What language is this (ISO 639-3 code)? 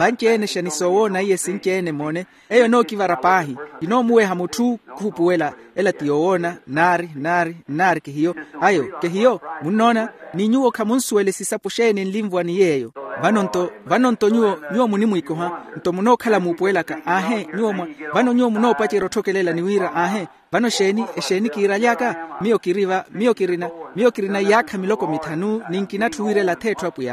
vmw